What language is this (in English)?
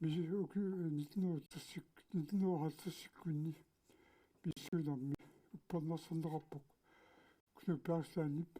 Kalaallisut